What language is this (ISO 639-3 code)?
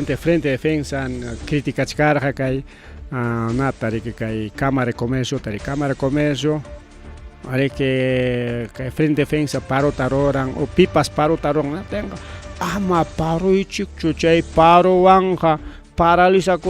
quy